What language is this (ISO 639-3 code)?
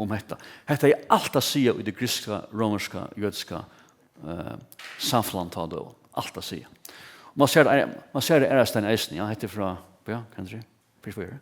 fao